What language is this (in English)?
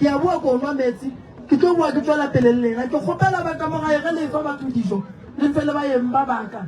Northern Sotho